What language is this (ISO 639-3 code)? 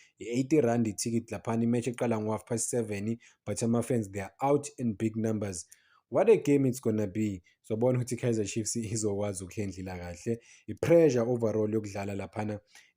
zul